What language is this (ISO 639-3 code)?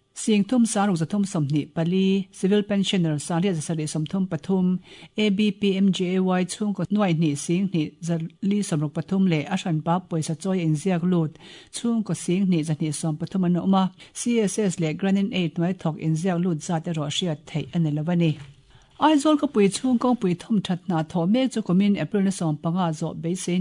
lus